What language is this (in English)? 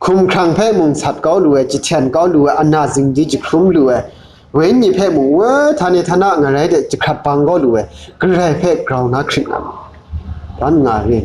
Kachin